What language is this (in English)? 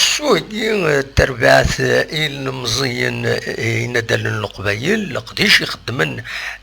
Kabyle